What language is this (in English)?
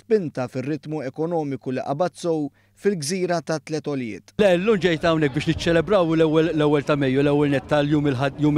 Maltese